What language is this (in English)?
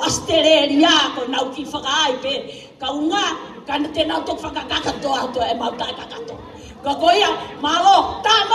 Tongan